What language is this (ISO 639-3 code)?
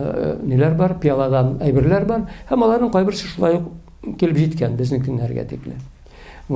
tat